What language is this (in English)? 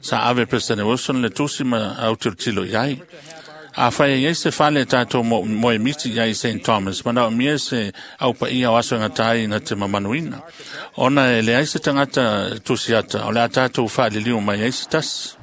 Samoan